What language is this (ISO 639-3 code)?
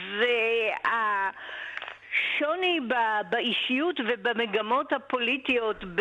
heb